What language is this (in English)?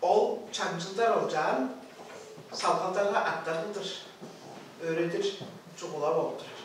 Tuvinian